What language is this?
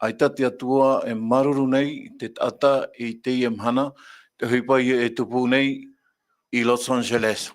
Tahitian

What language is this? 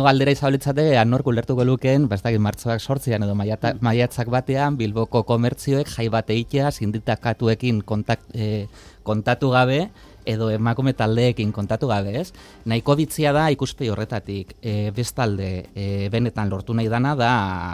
Basque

